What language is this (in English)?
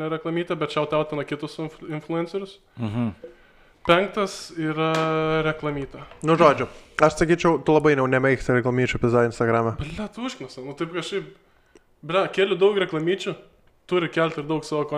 Lithuanian